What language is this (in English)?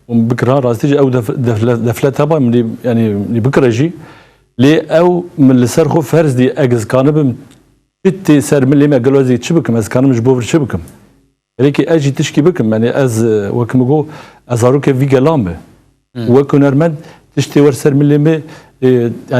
Kurdish